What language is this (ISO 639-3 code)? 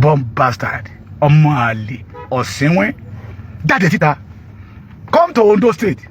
yor